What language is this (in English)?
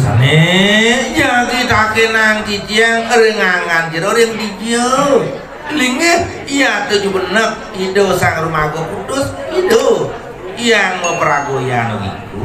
Balinese